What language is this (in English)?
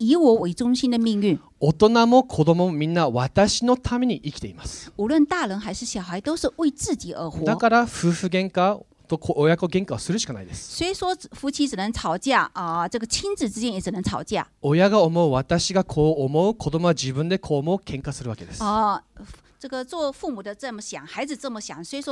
Japanese